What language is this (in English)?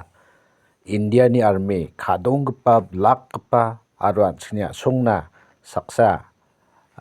Garo